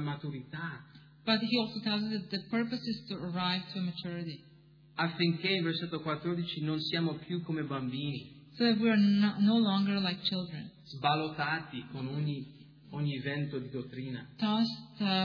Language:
Italian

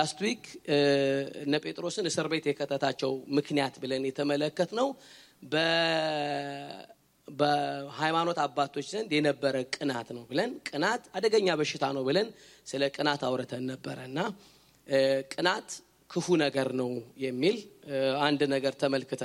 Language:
Amharic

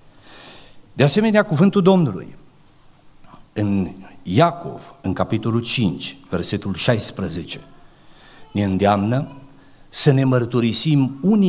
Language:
Romanian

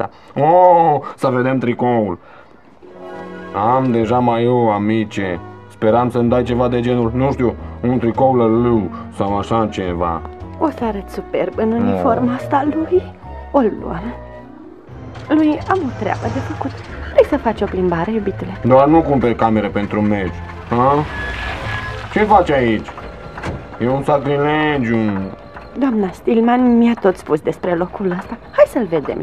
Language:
Romanian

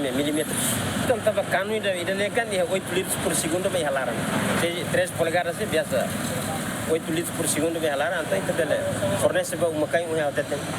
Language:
Tetum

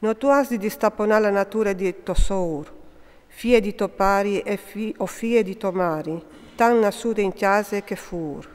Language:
Friulian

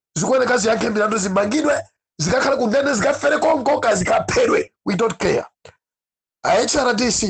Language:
Nyanja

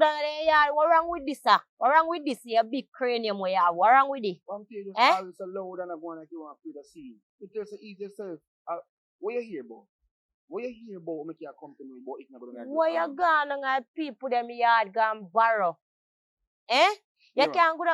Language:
Jamaican Creole English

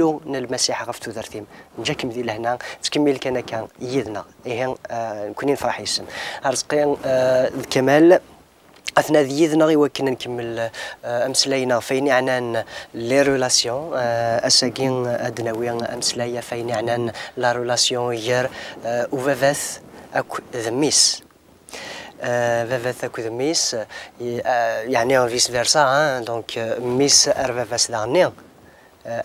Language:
Kabyle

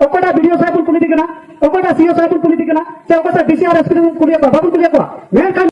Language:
Santali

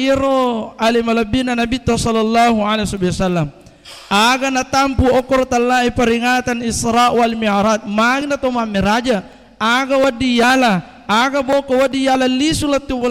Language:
Buginese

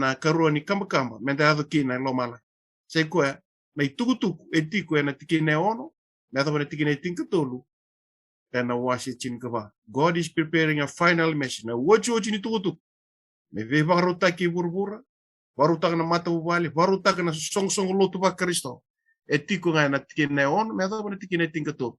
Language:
Fijian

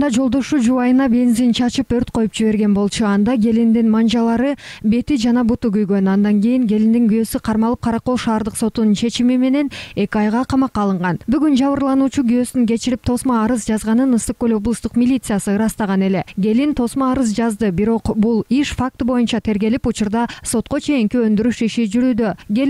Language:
Kyrgyz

